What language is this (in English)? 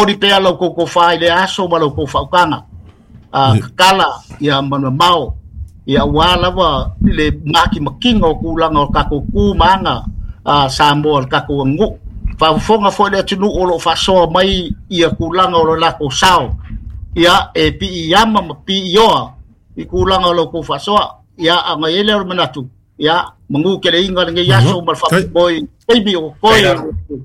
Samoan